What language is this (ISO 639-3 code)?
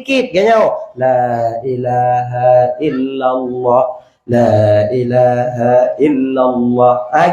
ace